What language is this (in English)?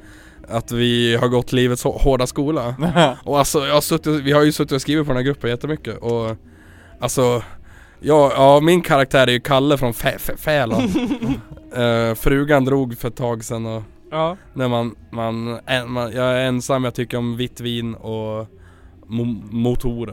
Swedish